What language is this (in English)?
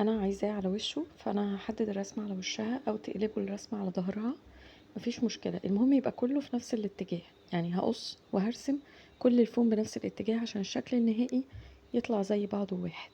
Egyptian Arabic